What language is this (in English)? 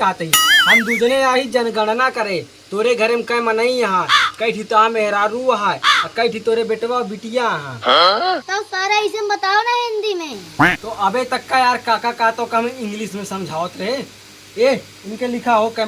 Awadhi